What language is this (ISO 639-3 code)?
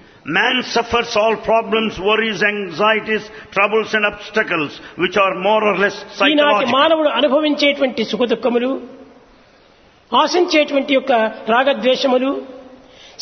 tel